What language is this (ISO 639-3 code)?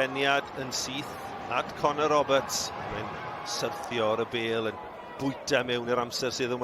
cym